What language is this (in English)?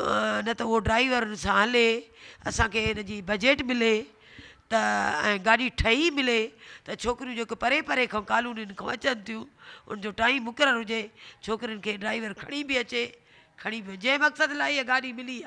Sindhi